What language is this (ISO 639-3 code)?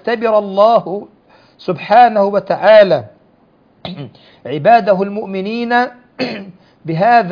ara